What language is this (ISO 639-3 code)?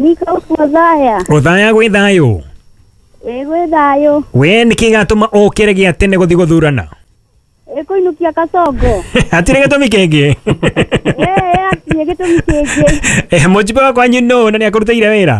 kik